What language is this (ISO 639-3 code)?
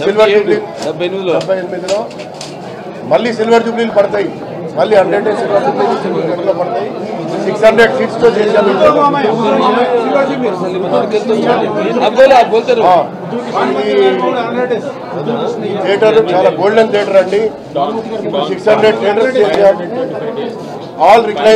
tel